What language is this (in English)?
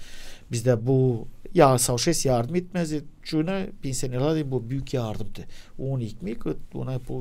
Gagauz